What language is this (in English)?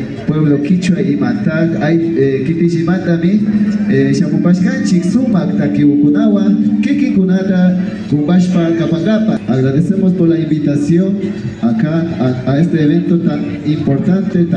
Imbabura Highland Quichua